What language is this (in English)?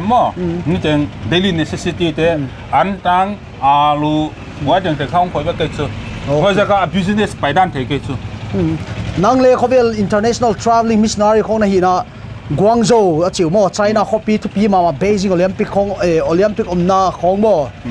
Paite Chin